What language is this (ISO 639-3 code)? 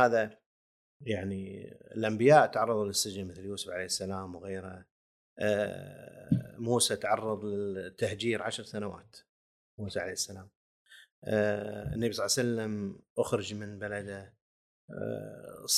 afb